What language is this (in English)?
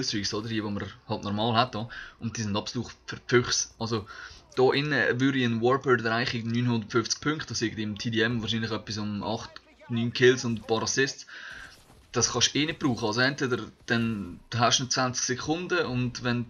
Swiss German